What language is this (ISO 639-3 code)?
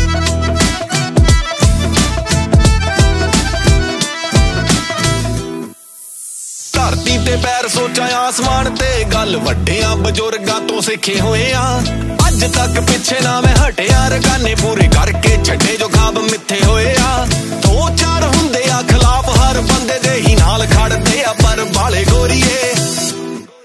pan